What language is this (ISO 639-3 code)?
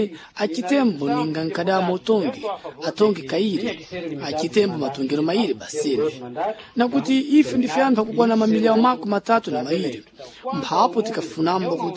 seh